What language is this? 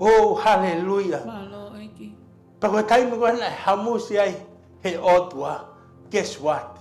Tongan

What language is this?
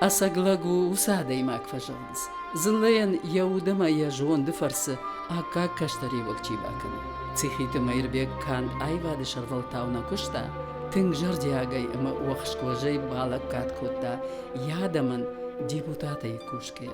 Ossetic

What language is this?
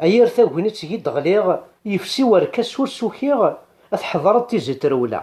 Kabyle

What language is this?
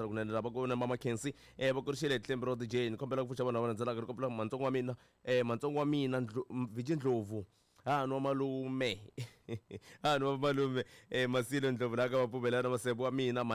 Tsonga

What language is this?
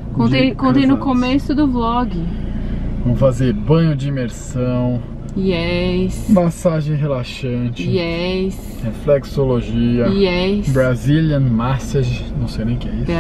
Portuguese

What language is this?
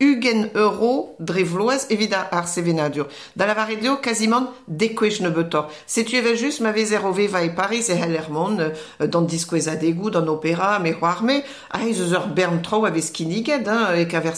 Breton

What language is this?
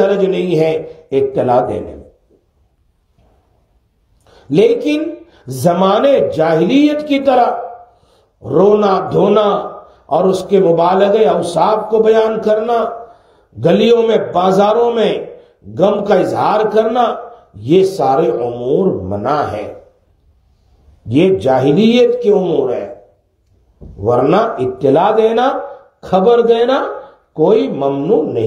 Urdu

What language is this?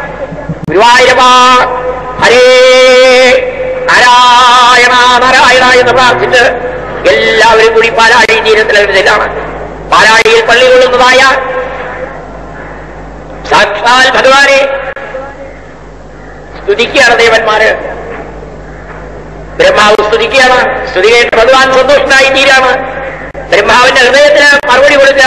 Malayalam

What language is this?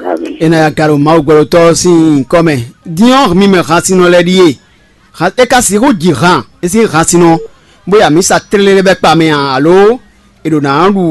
Fon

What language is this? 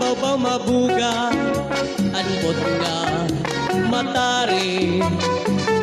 Waray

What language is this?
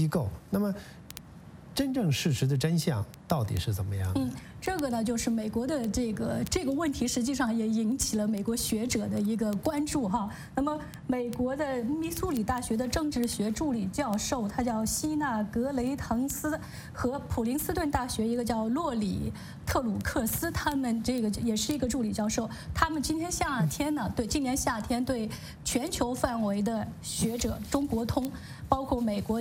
Chinese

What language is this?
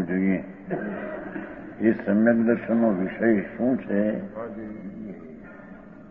Gujarati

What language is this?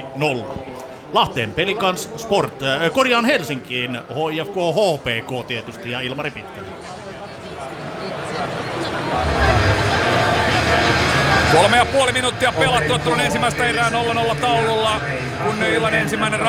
Finnish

